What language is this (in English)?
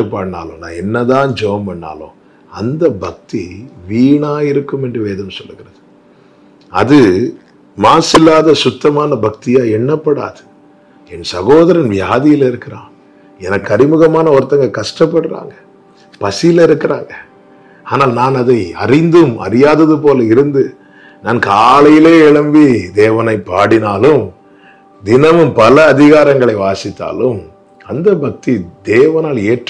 Tamil